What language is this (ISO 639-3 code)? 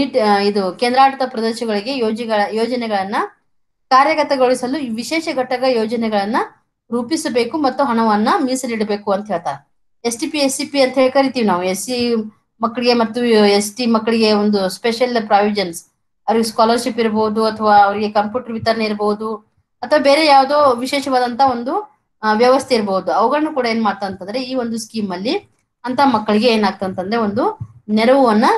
kan